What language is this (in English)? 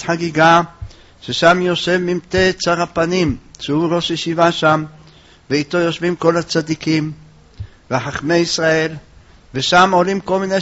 Hebrew